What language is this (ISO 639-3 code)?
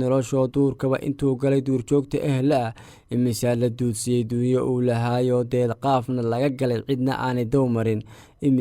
som